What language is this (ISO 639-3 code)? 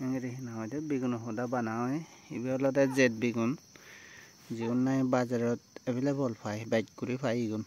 ccp